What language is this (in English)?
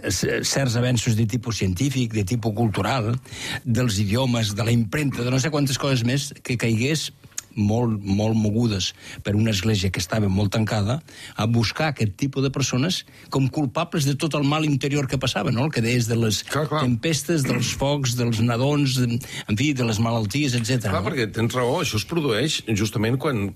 Catalan